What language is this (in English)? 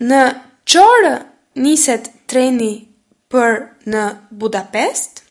Albanian